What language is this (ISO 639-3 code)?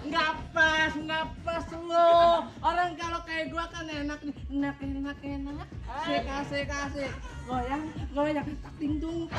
bew